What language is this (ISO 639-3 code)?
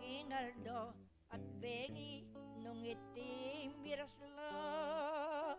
pam